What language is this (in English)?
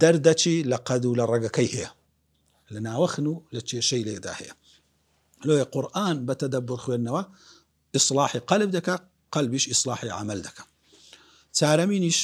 Central Kurdish